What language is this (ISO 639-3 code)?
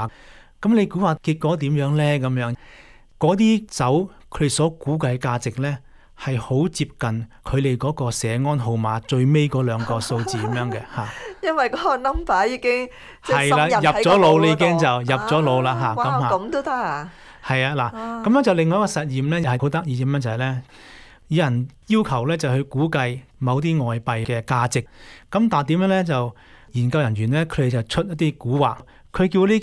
yue